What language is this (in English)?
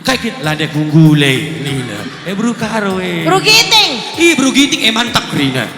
Batak Karo